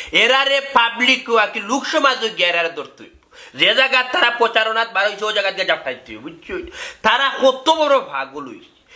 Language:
Sylheti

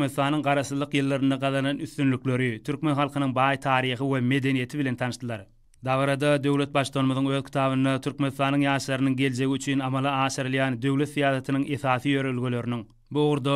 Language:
Turkmen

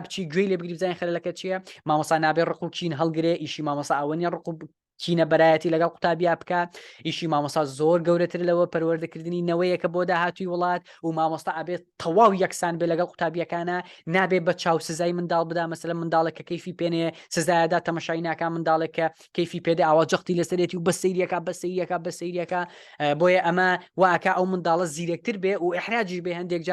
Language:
Central Kurdish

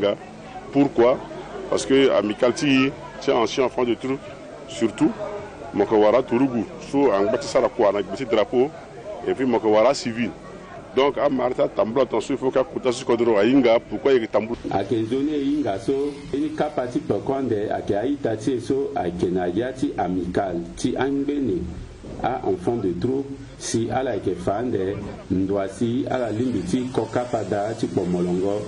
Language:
Sango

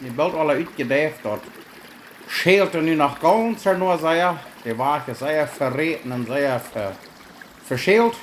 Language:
Plautdietsch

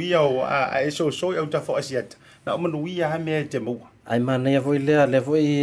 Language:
Samoan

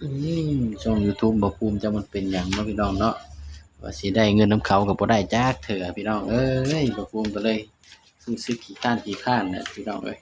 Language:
Northeastern Thai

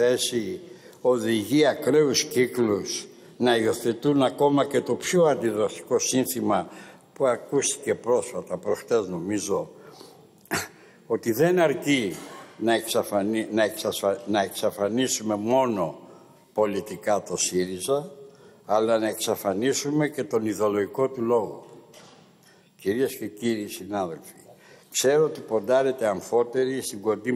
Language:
Greek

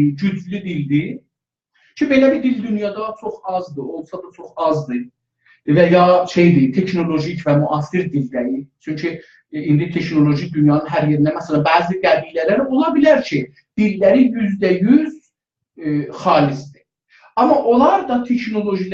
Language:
South Azerbaijani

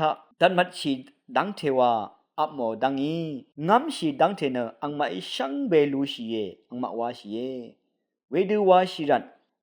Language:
Rawang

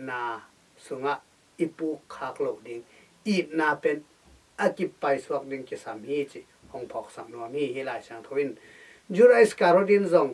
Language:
Tedim Chin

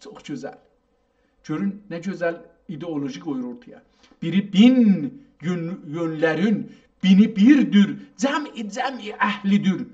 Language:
South Azerbaijani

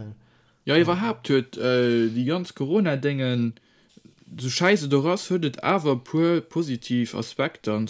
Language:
Luxembourgish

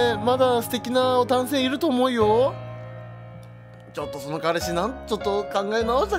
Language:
Japanese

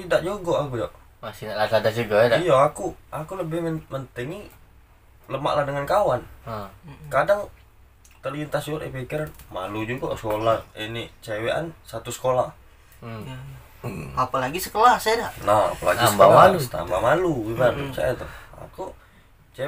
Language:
Musi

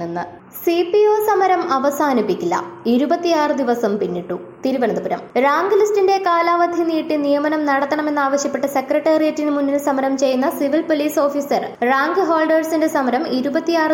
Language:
Malayalam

